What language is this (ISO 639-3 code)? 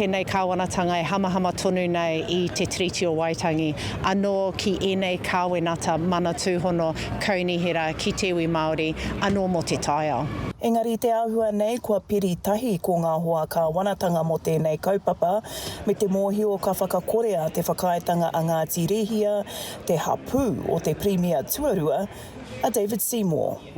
mri